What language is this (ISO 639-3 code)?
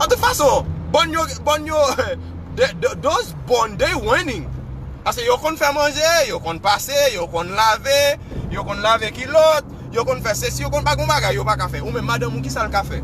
hat